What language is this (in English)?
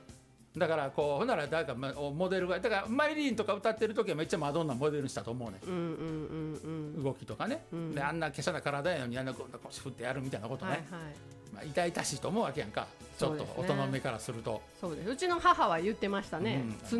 Japanese